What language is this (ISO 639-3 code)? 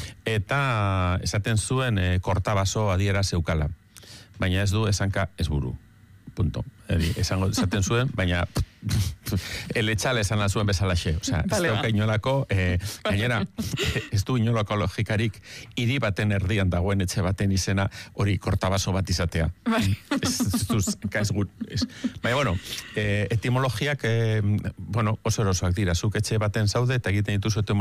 eus